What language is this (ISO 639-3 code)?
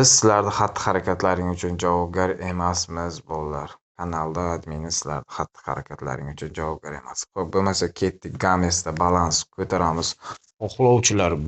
uzb